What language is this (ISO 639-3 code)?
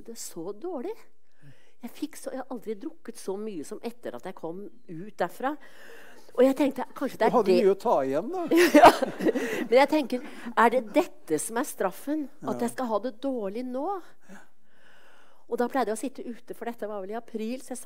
nor